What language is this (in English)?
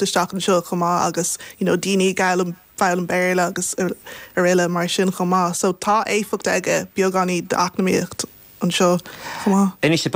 Irish